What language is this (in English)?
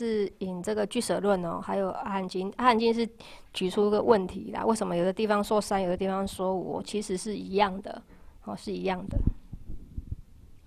Chinese